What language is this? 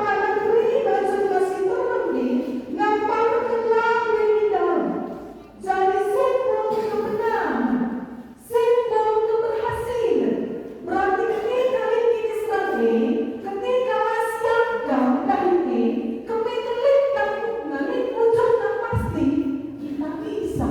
Batak Karo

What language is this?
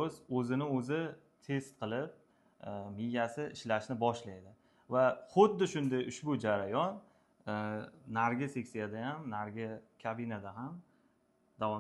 Uzbek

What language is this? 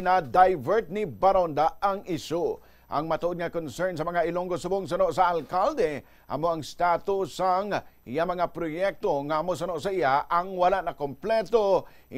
Hiligaynon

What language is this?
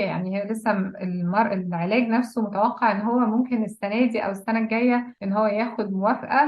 Egyptian Arabic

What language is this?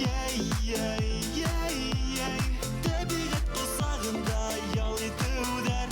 Bashkir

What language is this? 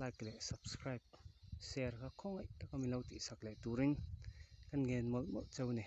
Mizo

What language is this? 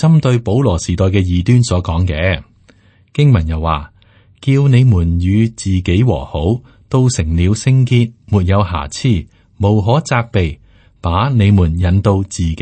Cantonese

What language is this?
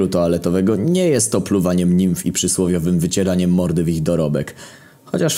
Polish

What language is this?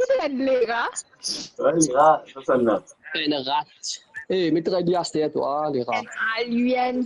Morisyen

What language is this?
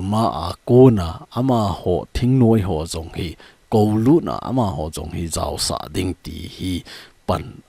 Thado Chin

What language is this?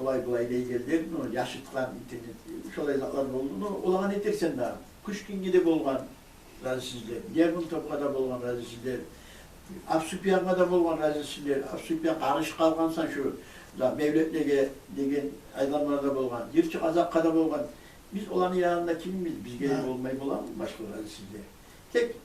Kumyk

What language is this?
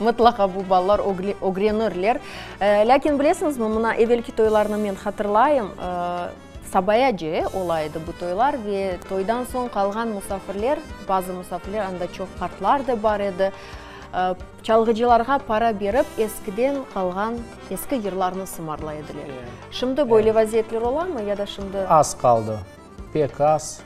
Crimean Tatar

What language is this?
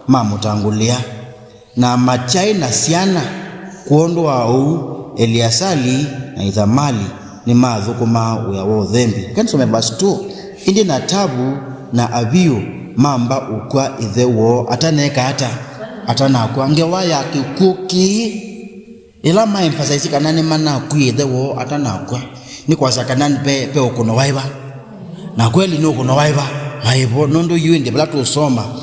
Kamba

